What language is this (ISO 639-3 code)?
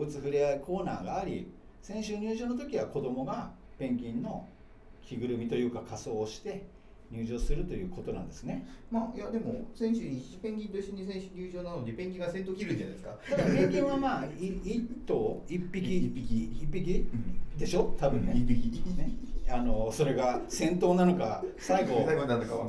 jpn